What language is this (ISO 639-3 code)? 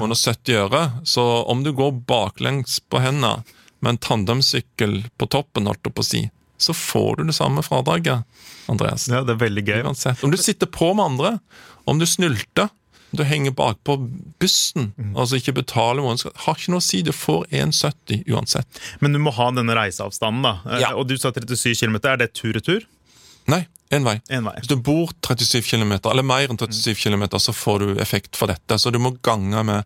nor